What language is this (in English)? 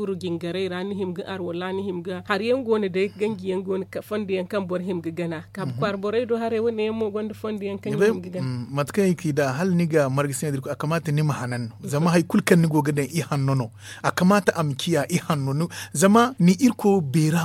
Zarma